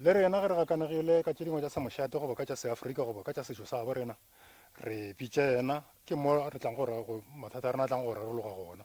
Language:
Northern Sotho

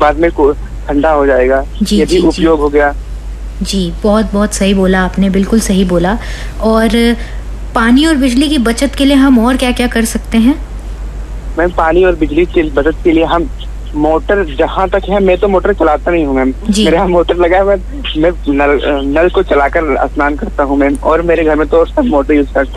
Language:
Hindi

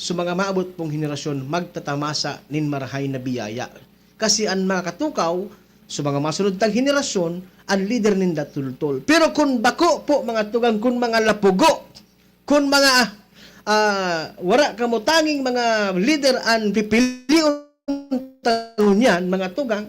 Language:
Bikol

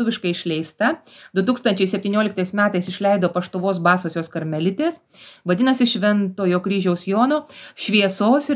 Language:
Lithuanian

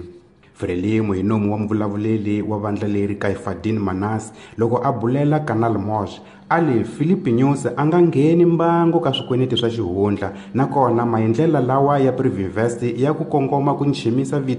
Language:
Tsonga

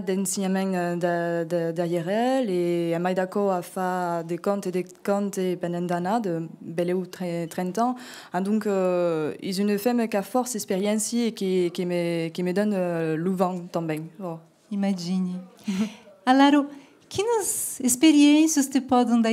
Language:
Occitan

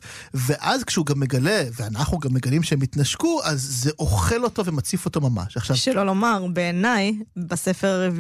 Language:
Hebrew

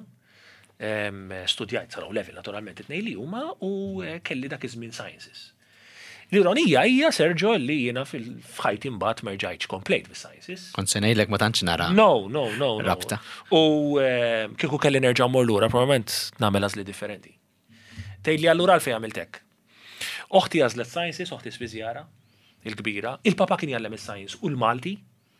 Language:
Maltese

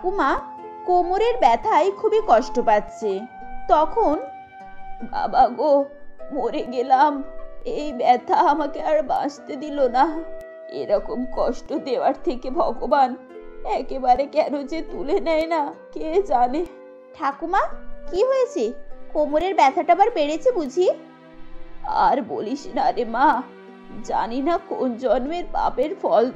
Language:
Bangla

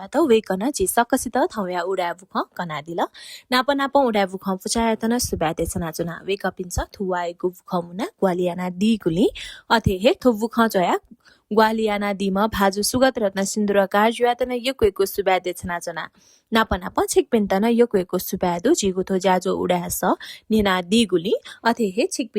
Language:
Newari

